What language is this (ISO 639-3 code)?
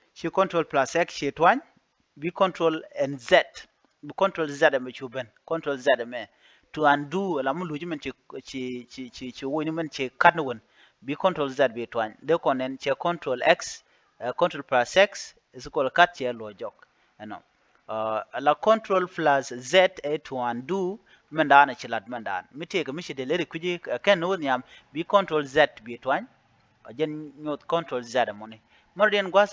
nus